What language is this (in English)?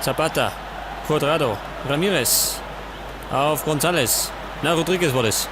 Bavarian